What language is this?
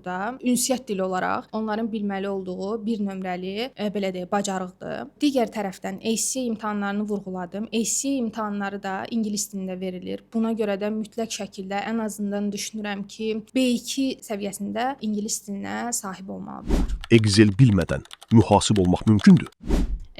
Azerbaijani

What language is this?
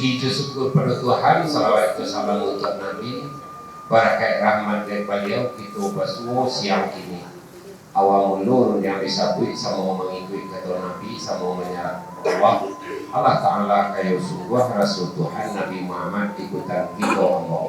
Minangkabau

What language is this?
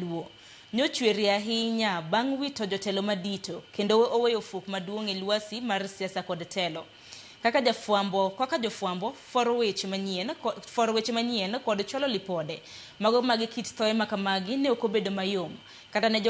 Luo (Kenya and Tanzania)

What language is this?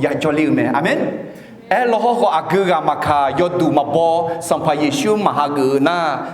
Akha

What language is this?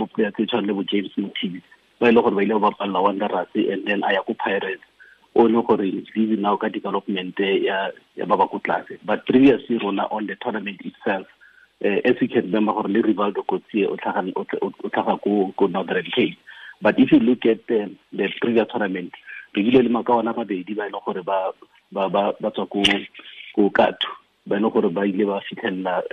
Tswana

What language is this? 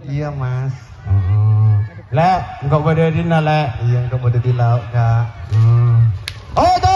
Madurese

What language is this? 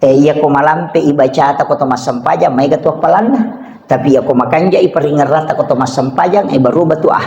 Buginese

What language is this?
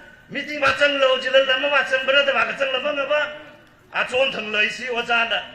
Tangkhul Naga (India)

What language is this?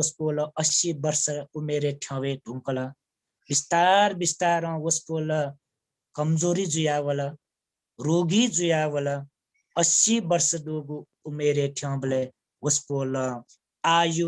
Newari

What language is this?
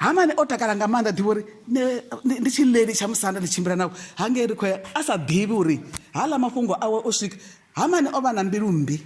Venda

